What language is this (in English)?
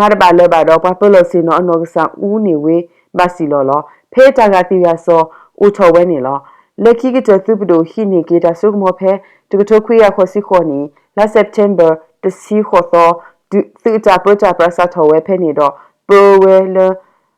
S'gaw Karen